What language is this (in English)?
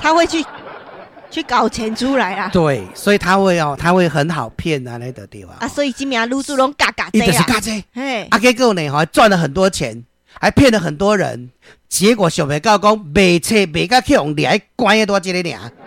Min Nan Chinese